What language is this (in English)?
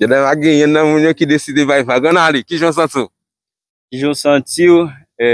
Haitian Creole